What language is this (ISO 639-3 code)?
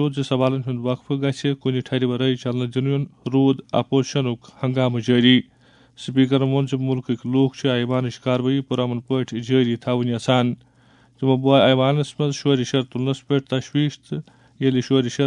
kas